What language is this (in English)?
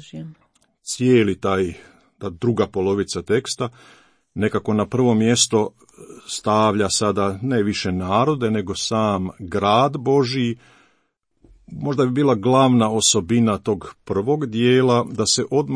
Croatian